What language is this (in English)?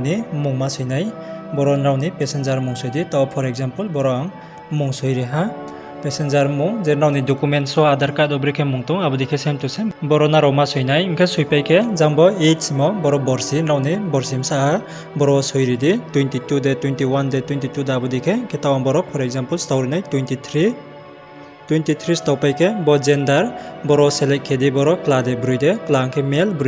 Riang (India)